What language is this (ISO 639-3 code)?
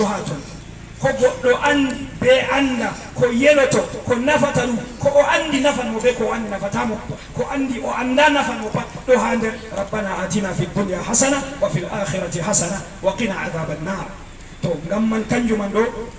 ful